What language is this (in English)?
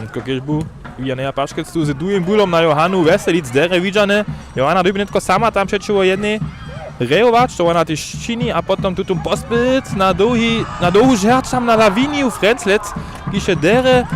Upper Sorbian